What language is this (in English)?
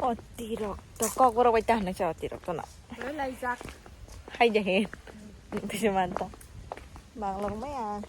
Kok Borok